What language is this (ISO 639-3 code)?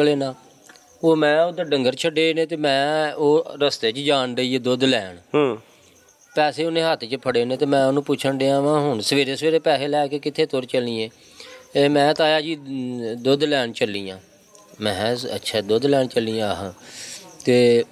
pan